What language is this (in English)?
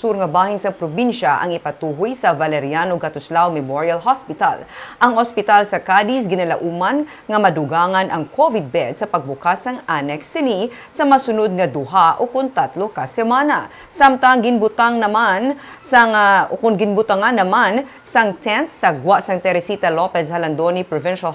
Hiligaynon